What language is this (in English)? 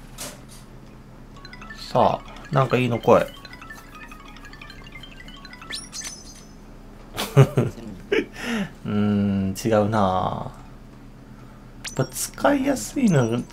Japanese